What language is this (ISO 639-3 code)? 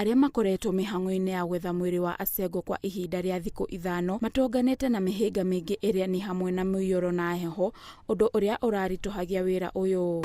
kik